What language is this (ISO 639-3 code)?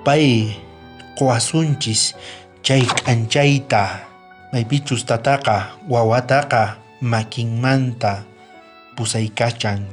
quh